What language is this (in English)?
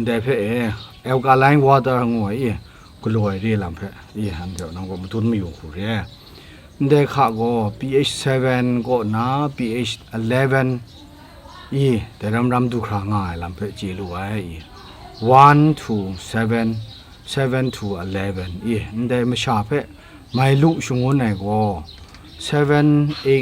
Kachin